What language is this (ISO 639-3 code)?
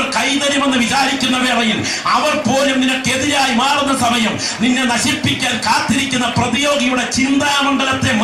mal